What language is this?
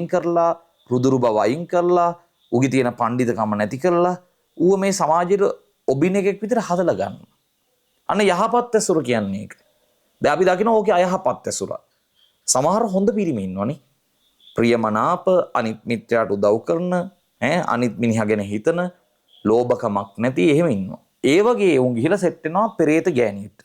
Sinhala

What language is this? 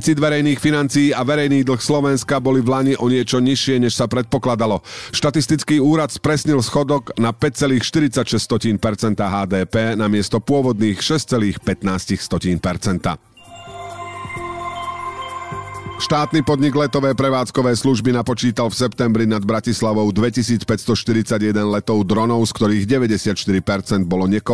Slovak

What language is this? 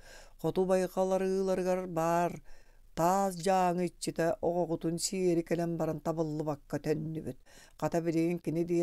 Yakut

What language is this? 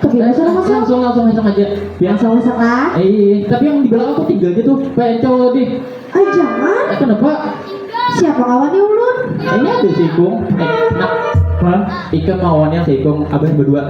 Banjar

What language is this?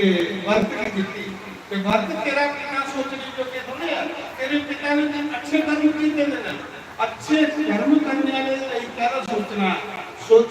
Dogri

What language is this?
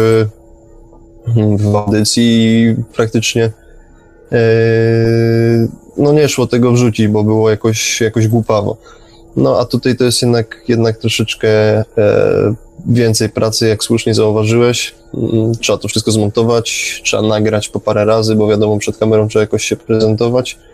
Polish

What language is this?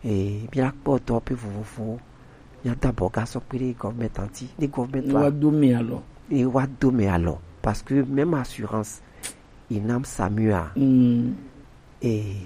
Gen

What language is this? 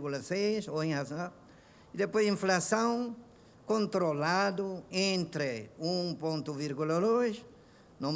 Tetum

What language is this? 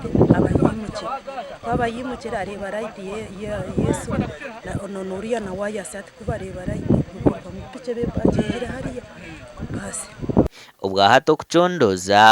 Nyankole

